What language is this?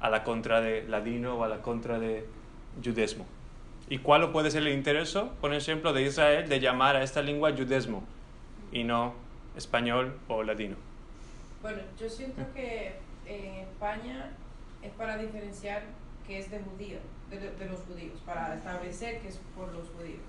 Ladino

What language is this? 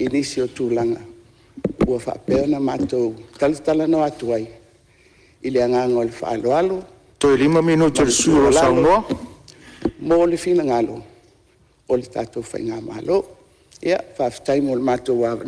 Samoan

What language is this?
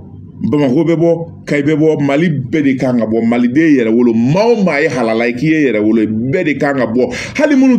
Bambara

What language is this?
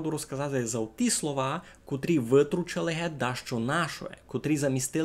Rusyn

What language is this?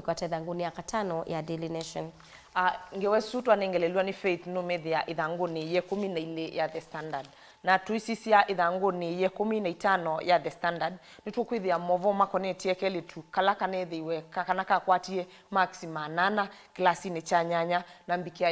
Kamba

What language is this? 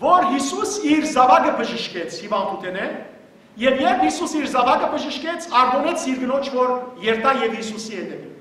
Western Armenian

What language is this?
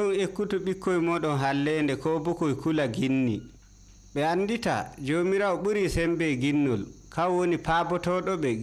Nigerian Fulfulde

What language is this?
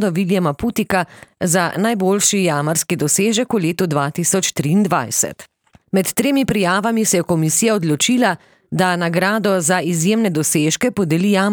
Slovenian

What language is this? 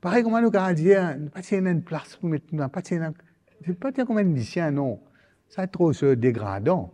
Morisyen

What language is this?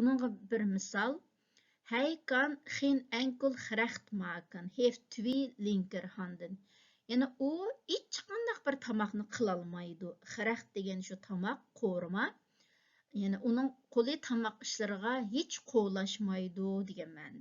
Uyghur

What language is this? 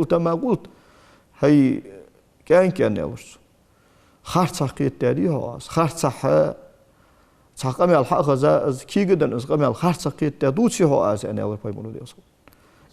Ingush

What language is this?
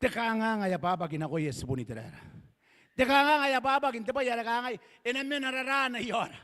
Gilbertese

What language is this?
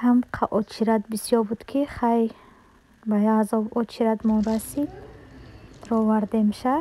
Tajik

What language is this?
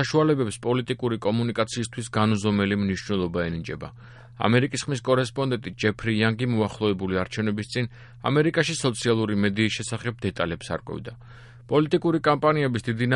Georgian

